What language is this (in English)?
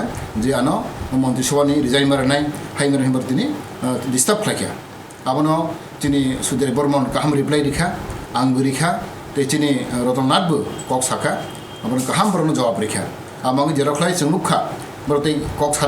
Kok Borok